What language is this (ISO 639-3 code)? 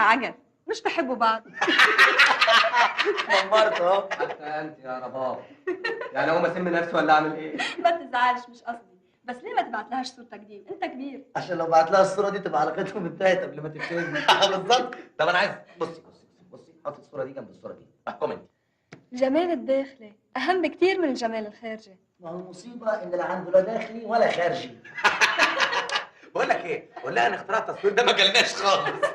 arz